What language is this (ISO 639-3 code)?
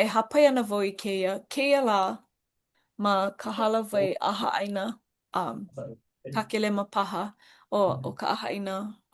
haw